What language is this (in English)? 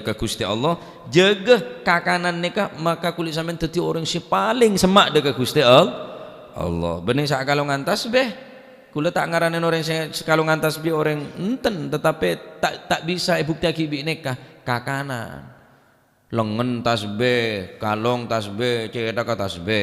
Madurese